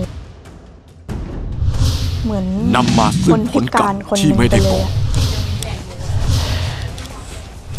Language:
Thai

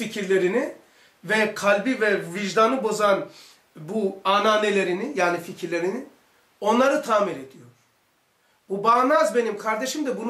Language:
Turkish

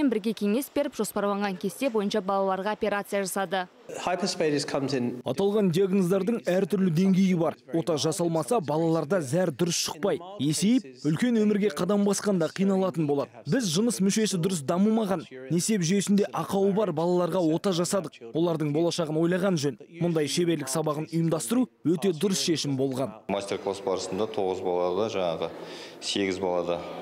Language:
Kazakh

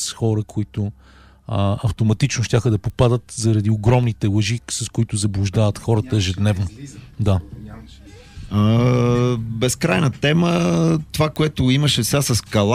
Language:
Bulgarian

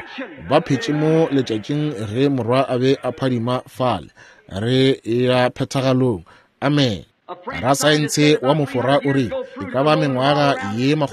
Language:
Northern Sotho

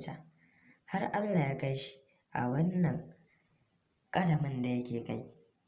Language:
Hausa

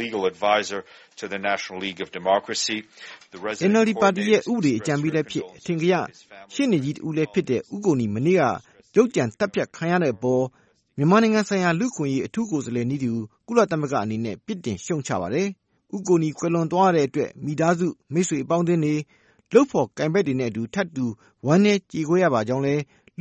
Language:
Burmese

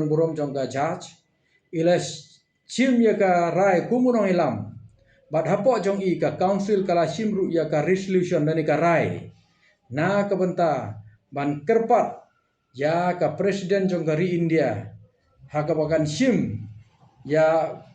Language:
Khasi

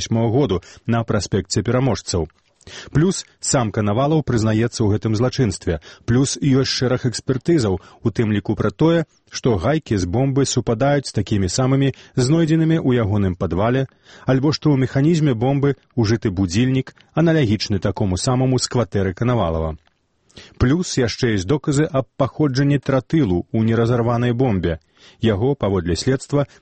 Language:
Belarusian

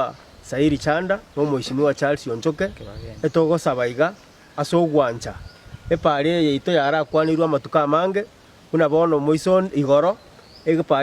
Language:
Gusii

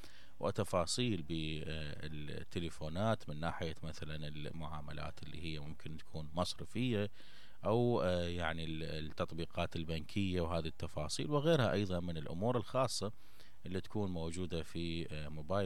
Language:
Mesopotamian Arabic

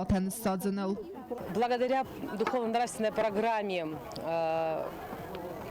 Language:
Ossetic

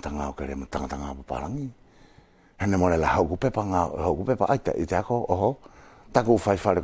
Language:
Wallisian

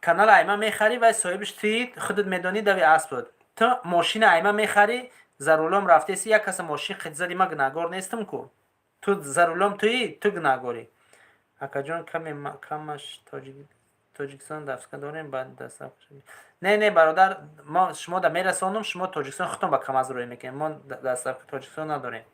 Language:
Tajik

